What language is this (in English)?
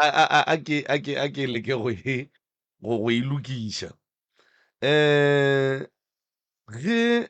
Northern Sotho